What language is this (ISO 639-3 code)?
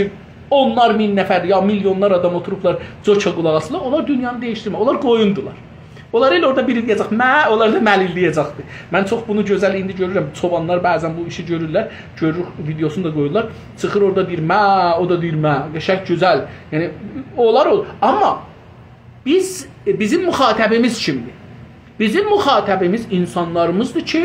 azb